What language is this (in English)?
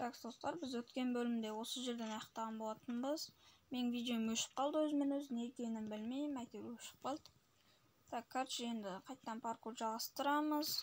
Kazakh